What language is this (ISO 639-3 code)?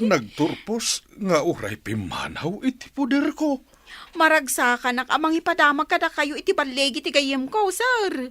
ilo